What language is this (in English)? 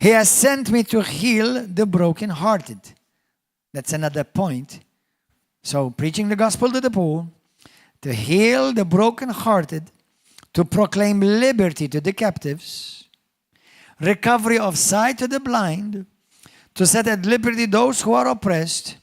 English